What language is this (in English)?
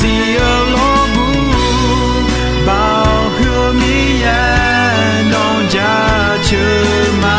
Akha